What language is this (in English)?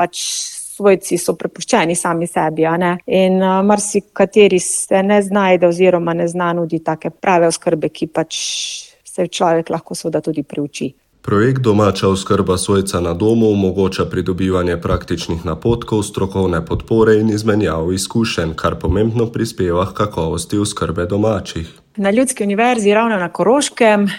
Slovenian